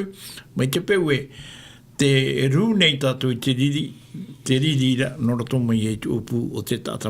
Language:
Tahitian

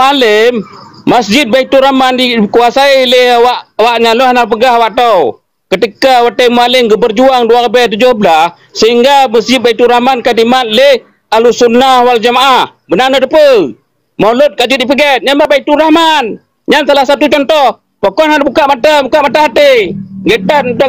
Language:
Achinese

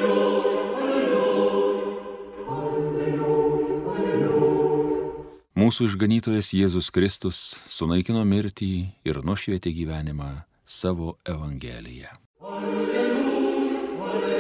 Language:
Lithuanian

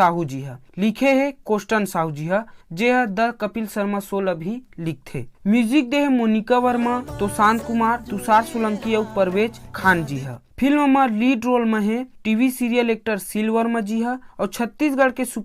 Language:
Chhattisgarhi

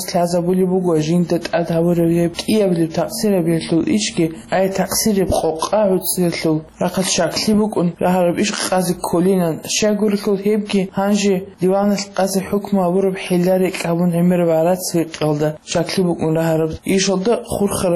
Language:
Avaric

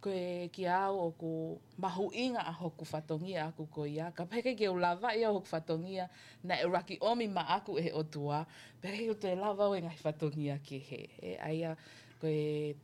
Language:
Tongan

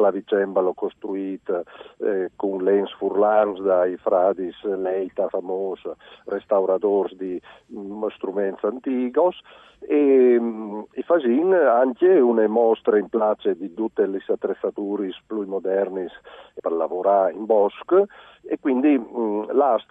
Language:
Friulian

